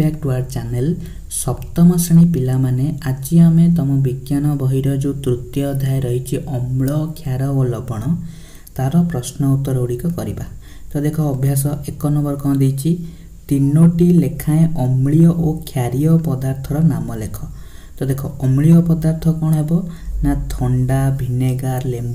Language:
Odia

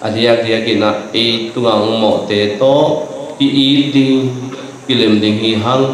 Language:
Tedim Chin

